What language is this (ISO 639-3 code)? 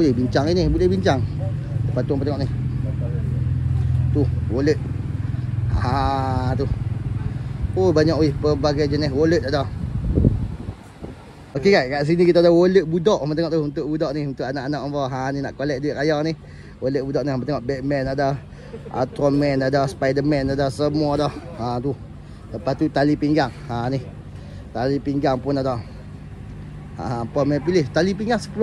msa